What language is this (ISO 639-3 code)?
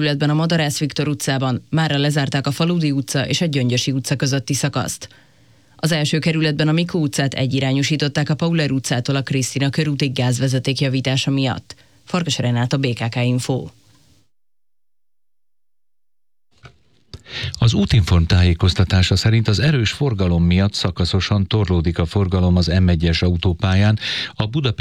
hun